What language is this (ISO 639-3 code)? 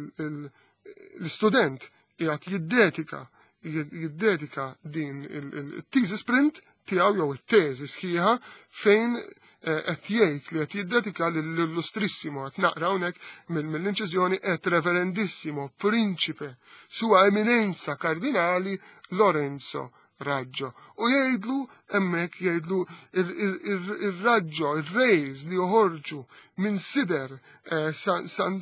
mlt